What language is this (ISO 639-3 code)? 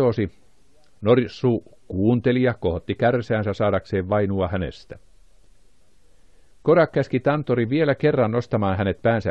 fin